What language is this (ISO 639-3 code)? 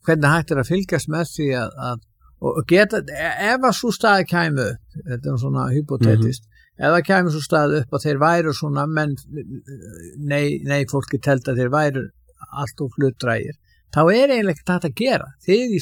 isl